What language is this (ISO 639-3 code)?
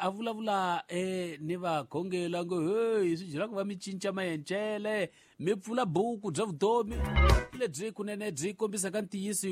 tso